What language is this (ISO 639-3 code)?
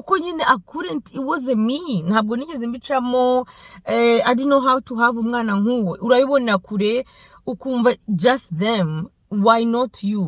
kin